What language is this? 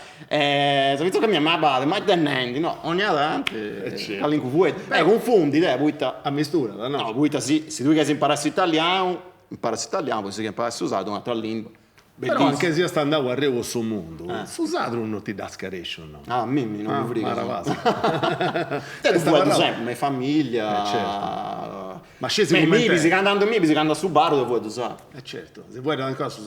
Sardinian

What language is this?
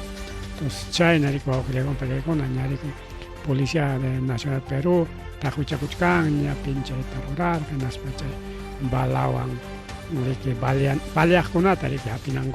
Ayacucho Quechua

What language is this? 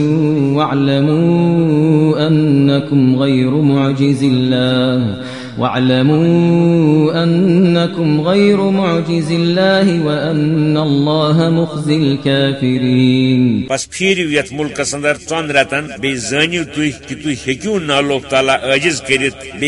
Kashmiri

